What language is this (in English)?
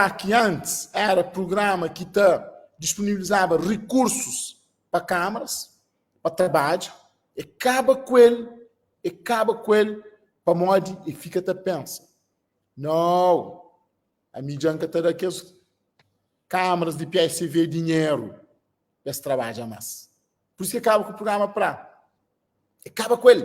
Kabuverdianu